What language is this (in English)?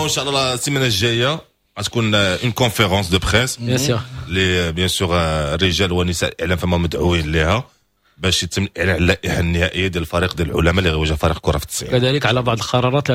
Moroccan Arabic